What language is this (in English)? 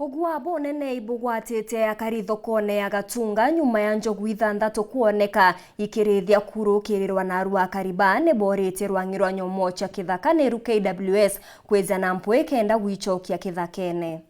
Meru